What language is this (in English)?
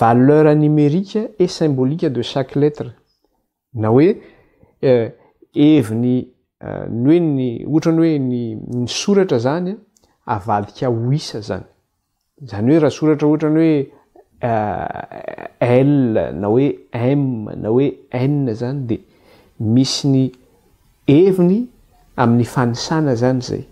Malagasy